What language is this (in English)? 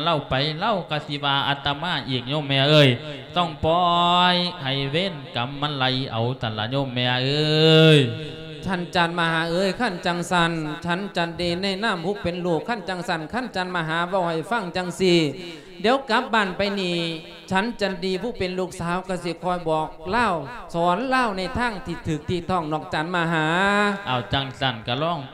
Lao